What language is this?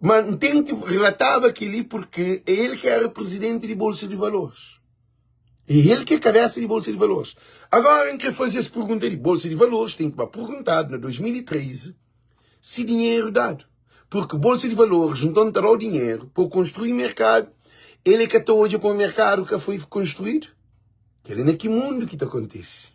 Kabuverdianu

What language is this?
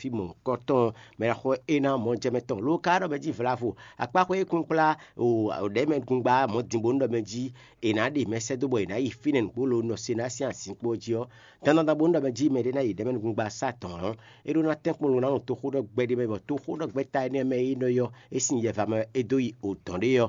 Fon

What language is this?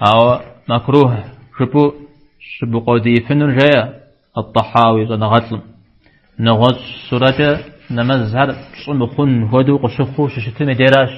Kabardian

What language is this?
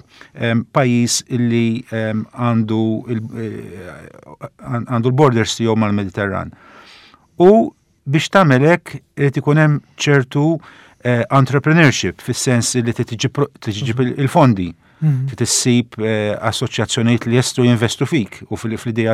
Maltese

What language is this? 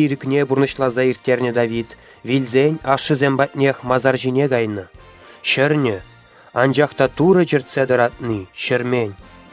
Chuvash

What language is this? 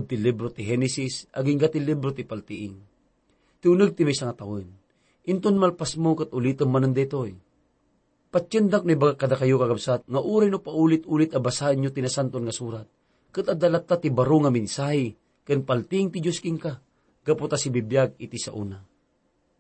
Iloko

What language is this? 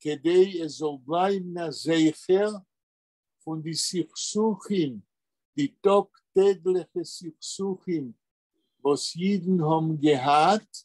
Yiddish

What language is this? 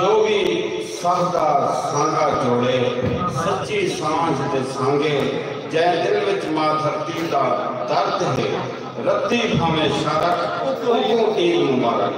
Saraiki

